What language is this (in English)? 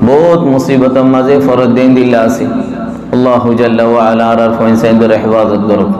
Rohingya